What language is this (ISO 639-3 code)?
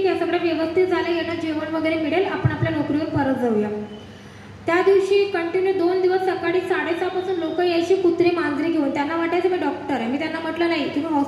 mar